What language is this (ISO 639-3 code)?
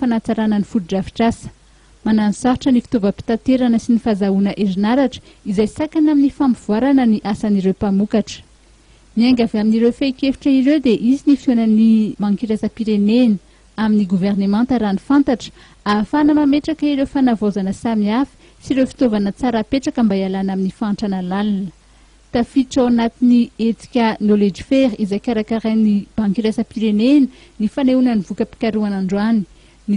mlg